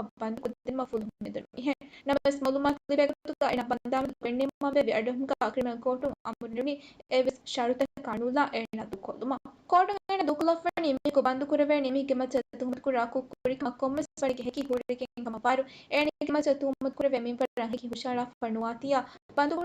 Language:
Divehi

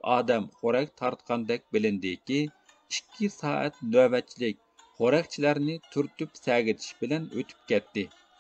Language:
Uyghur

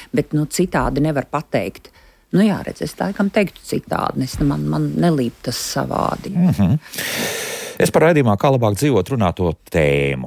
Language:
Latvian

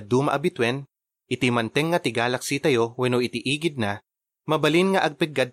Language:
Iloko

